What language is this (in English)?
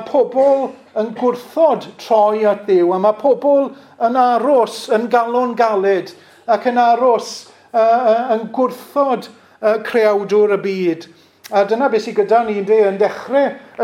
Welsh